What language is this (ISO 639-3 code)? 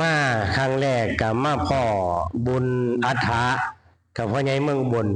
tts